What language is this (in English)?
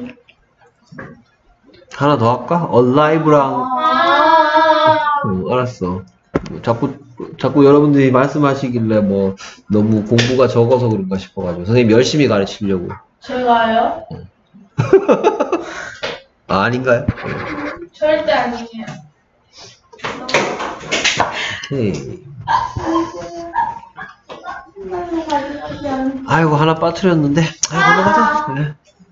Korean